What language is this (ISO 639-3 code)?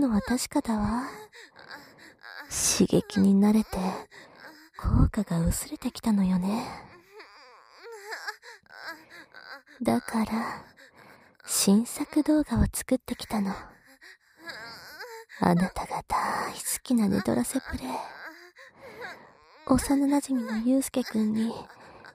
jpn